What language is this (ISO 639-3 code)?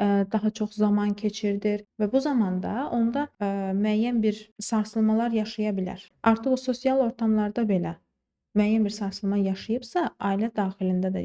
aze